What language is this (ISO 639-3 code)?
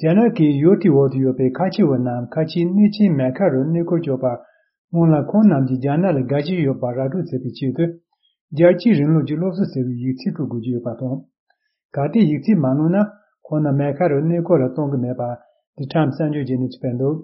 bod